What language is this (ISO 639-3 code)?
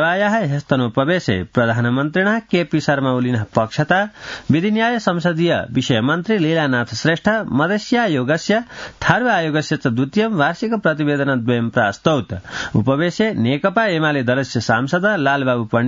san